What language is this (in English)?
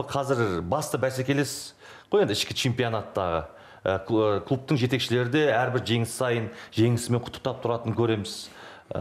Kazakh